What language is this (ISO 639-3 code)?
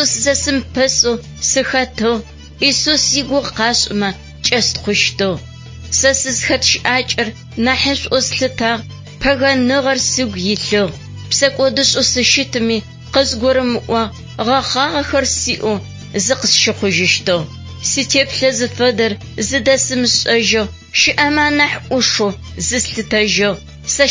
ady